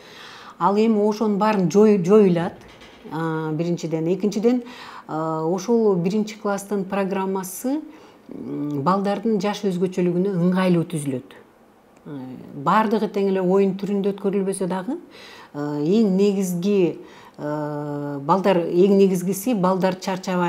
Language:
Kyrgyz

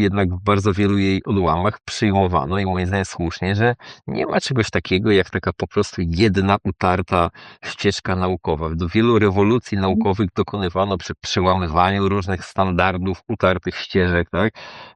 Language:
Polish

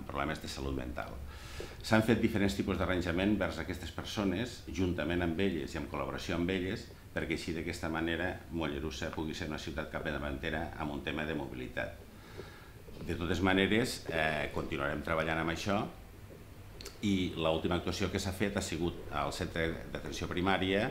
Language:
Catalan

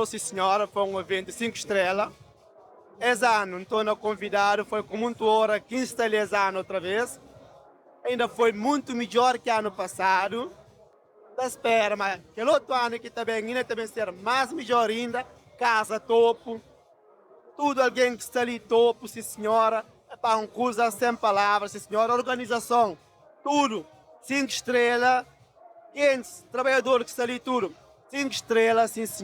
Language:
Kabuverdianu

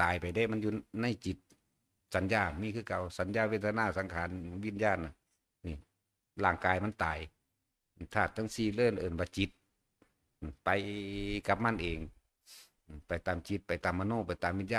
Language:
Northeastern Thai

